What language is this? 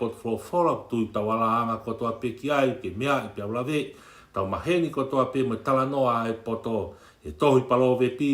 Tongan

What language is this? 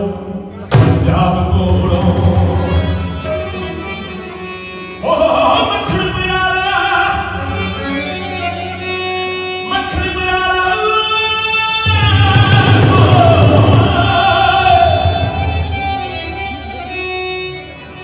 Punjabi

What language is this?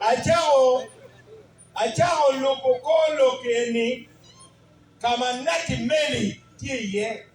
Acoli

